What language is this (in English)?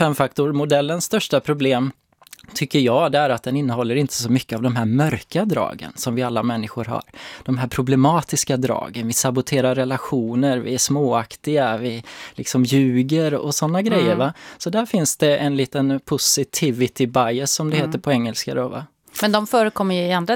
Swedish